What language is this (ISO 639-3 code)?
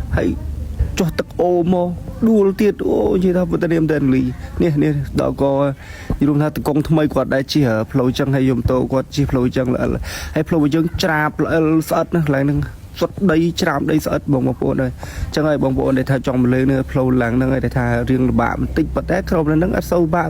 khm